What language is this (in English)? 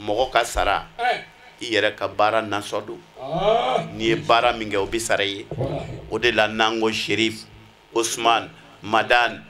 Bambara